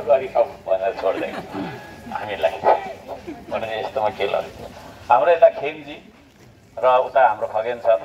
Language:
Nepali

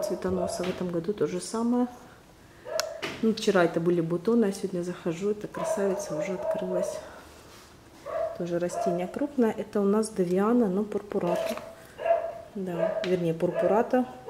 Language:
Russian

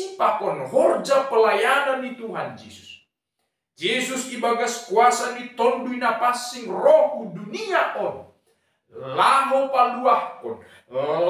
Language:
Batak Simalungun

